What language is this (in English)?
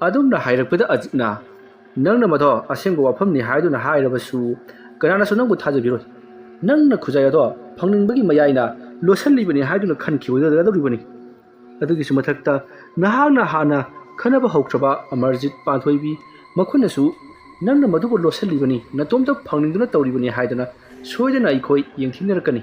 Manipuri